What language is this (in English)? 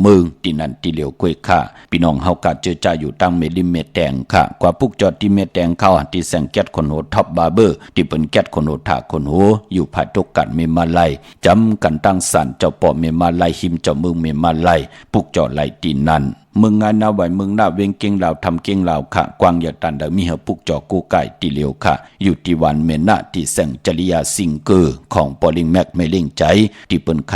Shan